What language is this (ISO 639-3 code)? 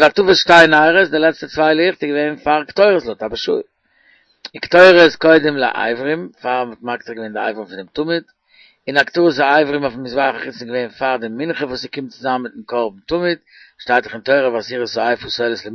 yid